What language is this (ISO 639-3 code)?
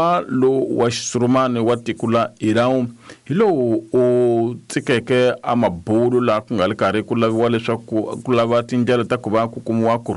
tso